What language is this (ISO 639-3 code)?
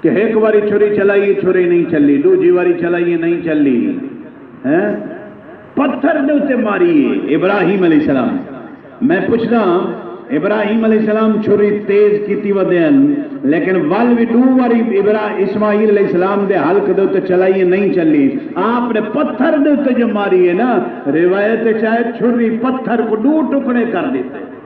skr